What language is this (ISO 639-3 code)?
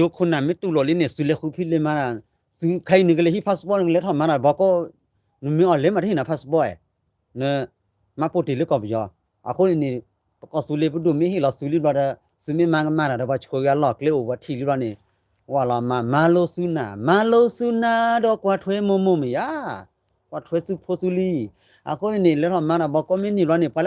ksw